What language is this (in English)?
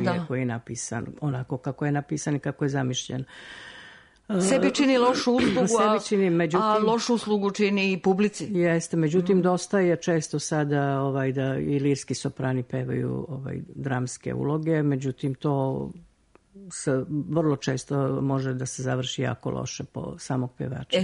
Serbian